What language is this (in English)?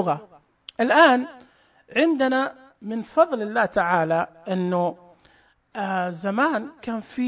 Najdi Arabic